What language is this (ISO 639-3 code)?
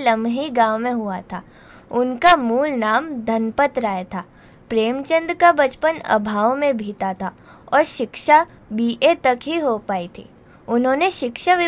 hin